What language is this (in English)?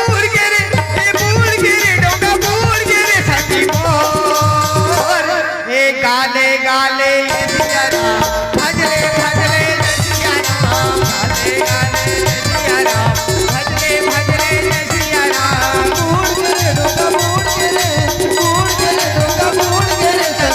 Chhattisgarhi